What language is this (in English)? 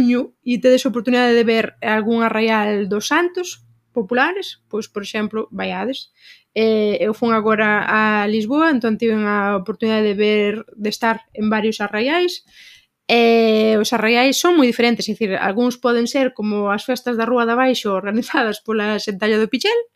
Galician